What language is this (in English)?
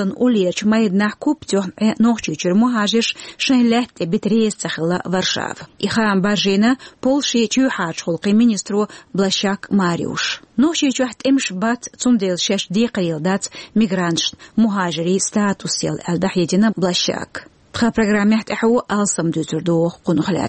Chechen